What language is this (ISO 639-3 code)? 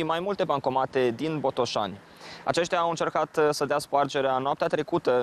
ron